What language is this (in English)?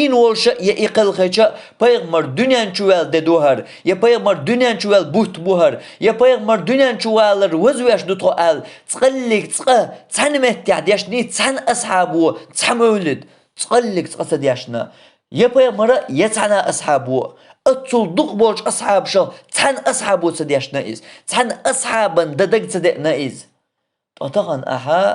Chechen